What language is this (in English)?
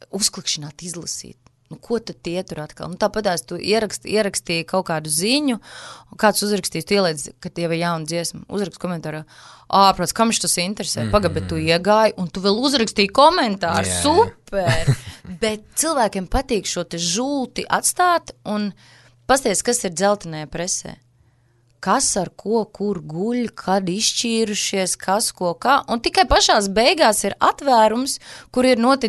Latvian